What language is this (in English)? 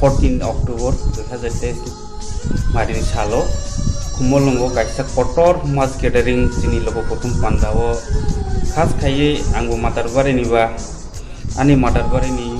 Kok Borok